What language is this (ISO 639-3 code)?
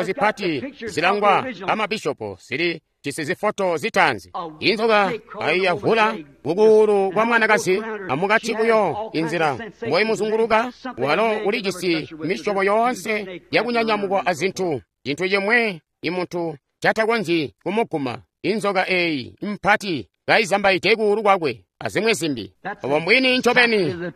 toi